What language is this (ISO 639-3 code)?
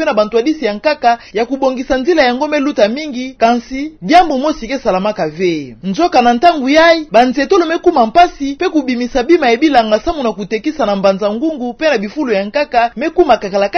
ktu